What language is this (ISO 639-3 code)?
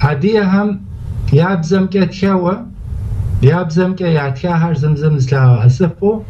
kbd